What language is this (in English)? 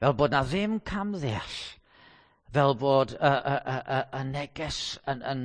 Welsh